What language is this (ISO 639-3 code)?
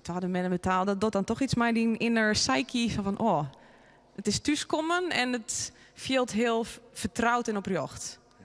fry